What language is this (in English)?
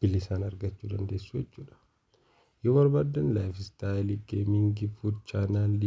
Oromo